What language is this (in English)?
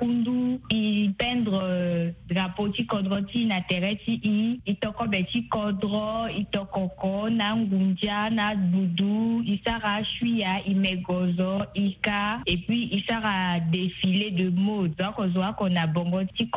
Sango